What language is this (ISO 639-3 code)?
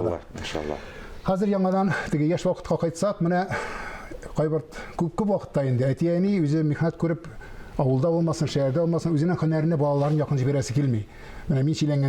tat